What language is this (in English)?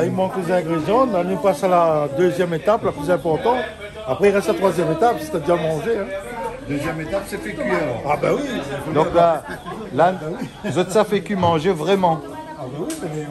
Réunion Creole French